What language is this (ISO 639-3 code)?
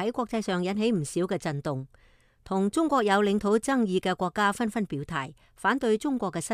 yue